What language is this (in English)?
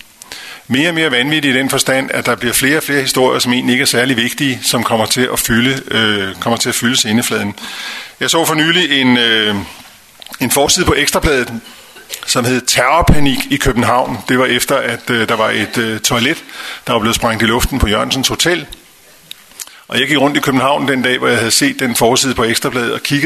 Danish